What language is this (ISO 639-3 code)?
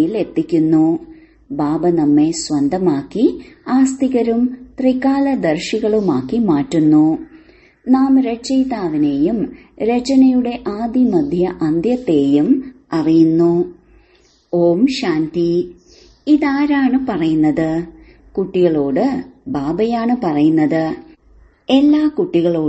mal